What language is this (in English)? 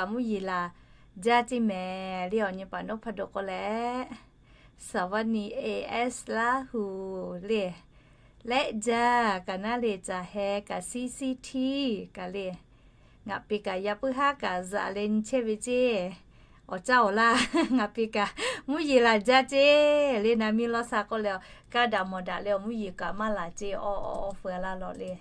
Lahu